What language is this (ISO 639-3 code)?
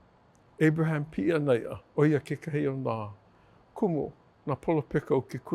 haw